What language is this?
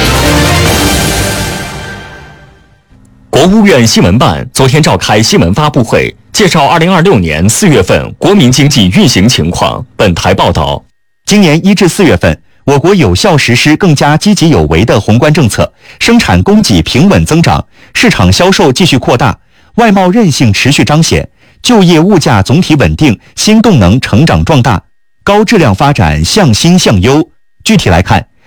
Chinese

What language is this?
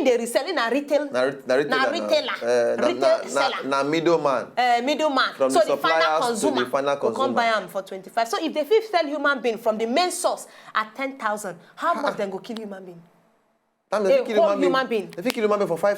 Nigerian Pidgin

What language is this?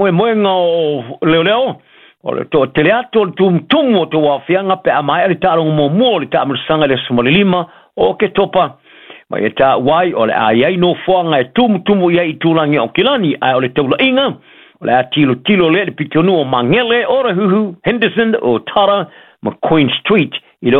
Samoan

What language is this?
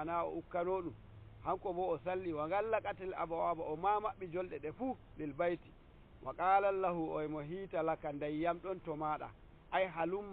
Nigerian Fulfulde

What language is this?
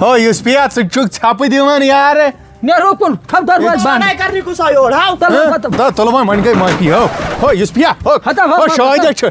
Kashmiri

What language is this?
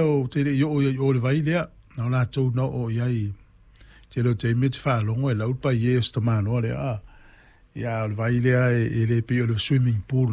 Samoan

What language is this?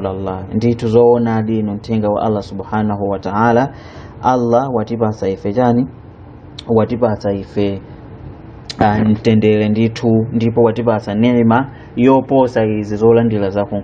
Nyanja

